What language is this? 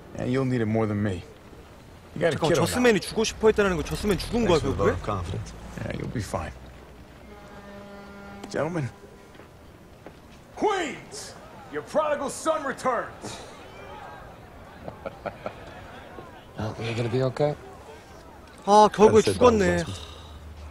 English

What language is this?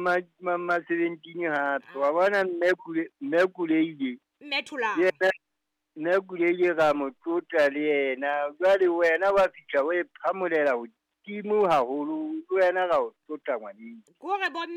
Southern Sotho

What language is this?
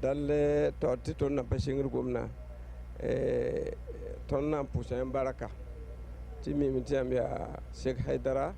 Bambara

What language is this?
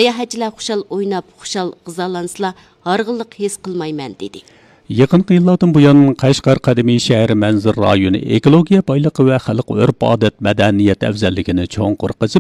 Uyghur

